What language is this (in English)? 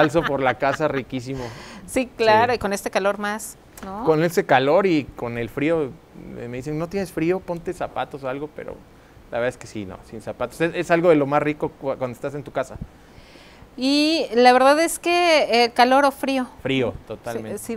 Spanish